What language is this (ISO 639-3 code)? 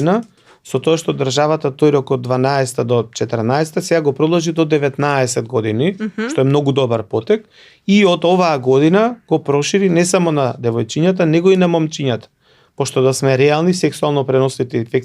mkd